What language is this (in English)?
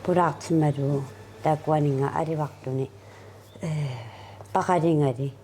Kalaallisut